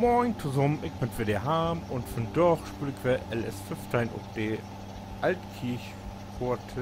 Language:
Low German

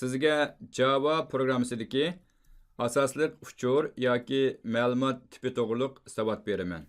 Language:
Uyghur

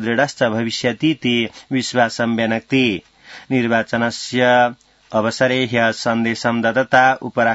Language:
Sanskrit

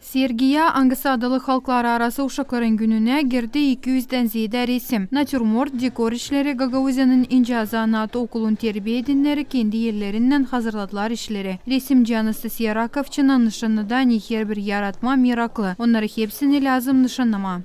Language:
Gagauz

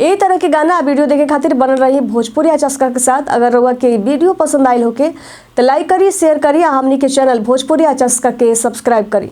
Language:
Bhojpuri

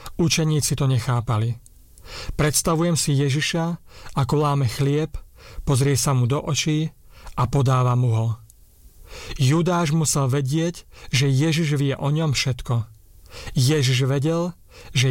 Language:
Slovak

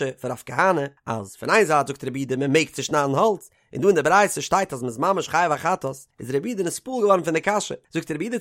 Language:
Yiddish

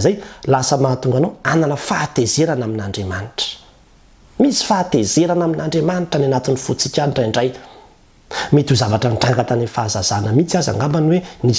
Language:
Malagasy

